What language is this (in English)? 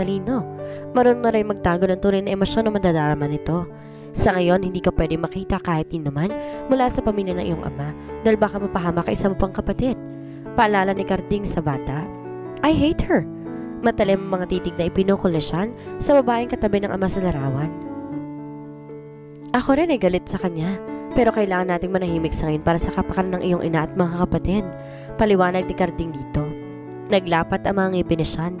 Filipino